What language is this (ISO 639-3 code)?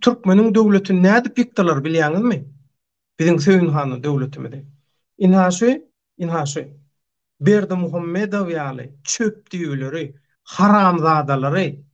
tuk